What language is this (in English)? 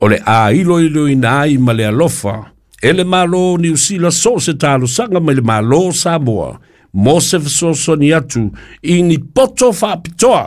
Samoan